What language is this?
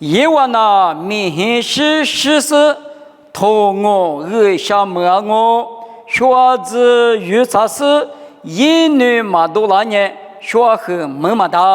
Lisu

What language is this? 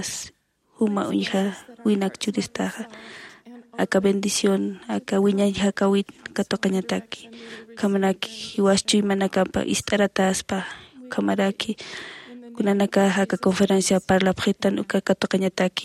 Aymara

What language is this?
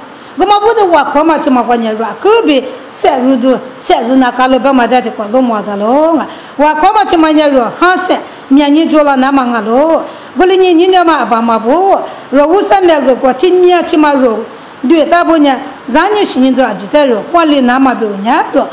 Lisu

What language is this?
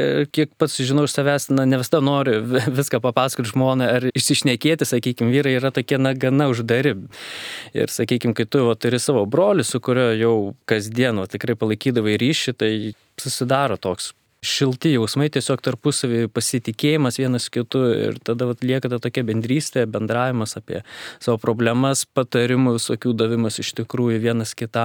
Lithuanian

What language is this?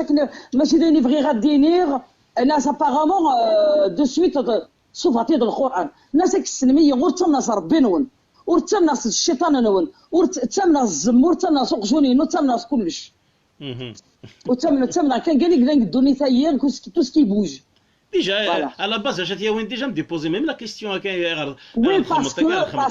Kabyle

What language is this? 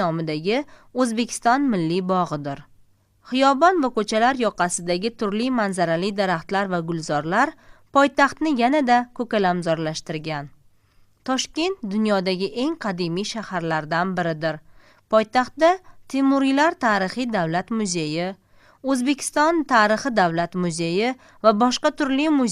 Uzbek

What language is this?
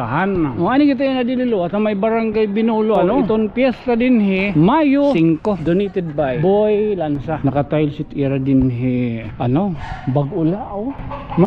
Waray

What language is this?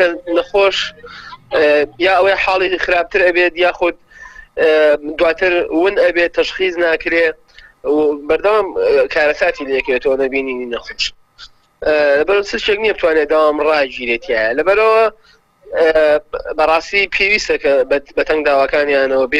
Central Kurdish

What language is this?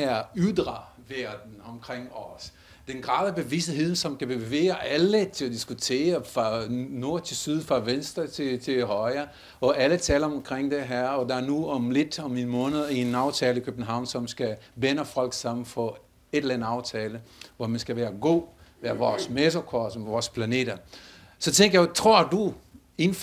Danish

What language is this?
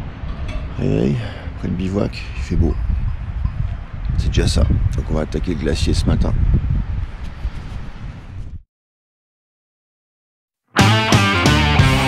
French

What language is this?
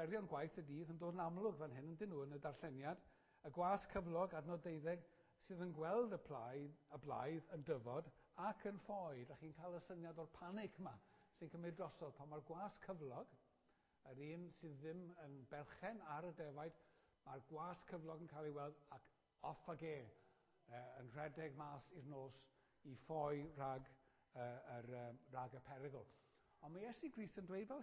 Welsh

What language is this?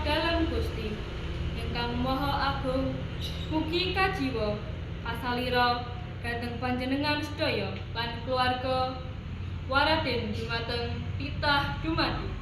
Javanese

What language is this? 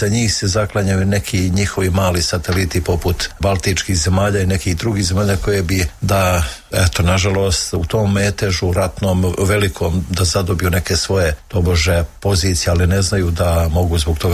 Serbian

